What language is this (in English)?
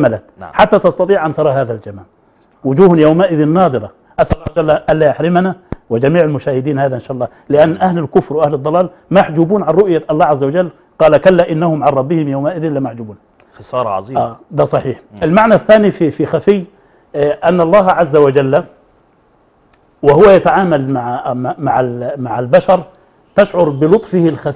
Arabic